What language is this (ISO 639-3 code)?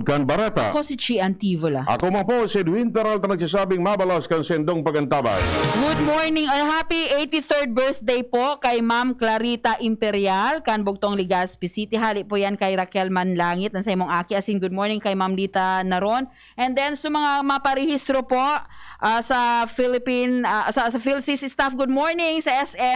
bik